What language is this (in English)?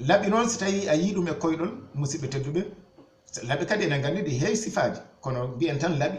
Fula